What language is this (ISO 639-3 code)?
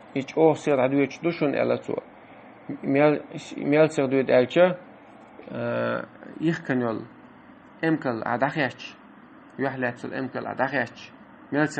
che